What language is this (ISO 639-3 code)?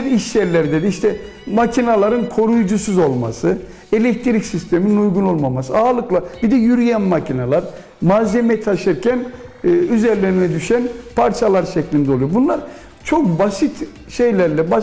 tur